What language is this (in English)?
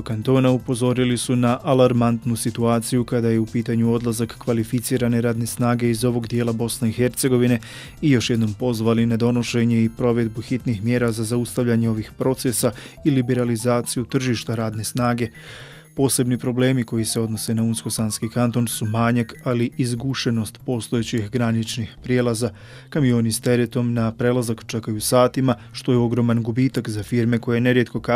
Bosnian